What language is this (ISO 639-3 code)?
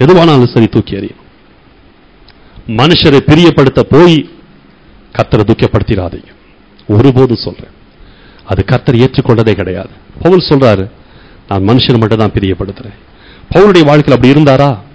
tam